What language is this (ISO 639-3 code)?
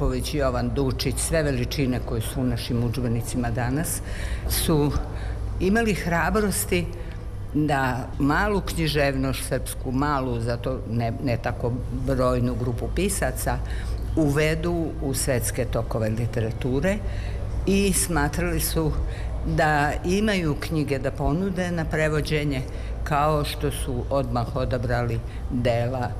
srp